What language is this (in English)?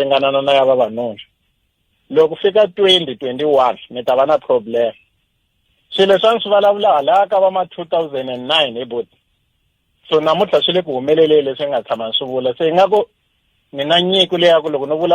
Tsonga